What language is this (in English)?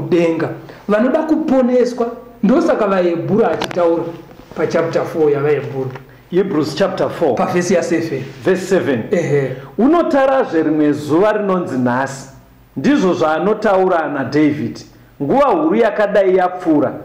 Shona